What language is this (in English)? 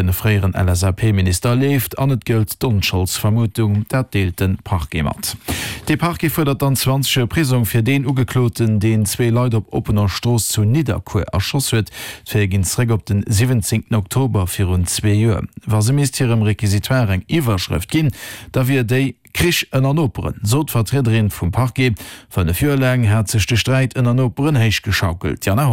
Luxembourgish